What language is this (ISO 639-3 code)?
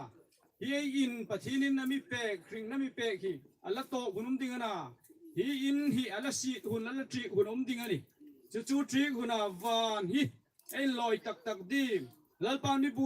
hmr